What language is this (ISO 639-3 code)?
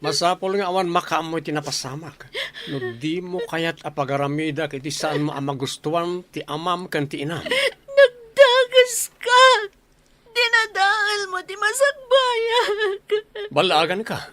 ilo